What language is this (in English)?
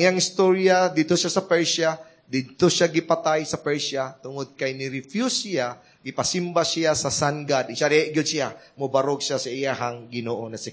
Cebuano